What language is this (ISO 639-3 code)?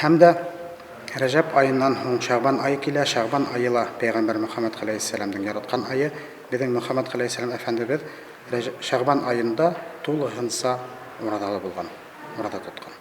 bak